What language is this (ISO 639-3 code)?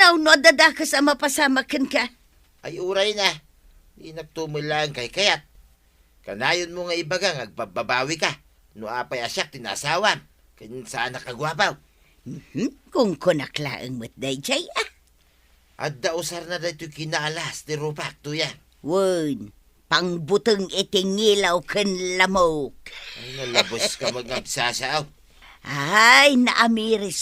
ilo